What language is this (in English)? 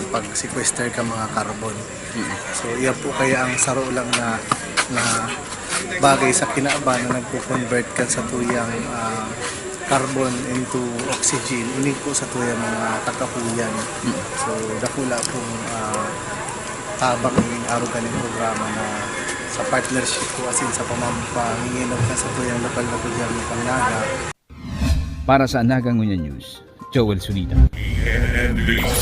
Bikol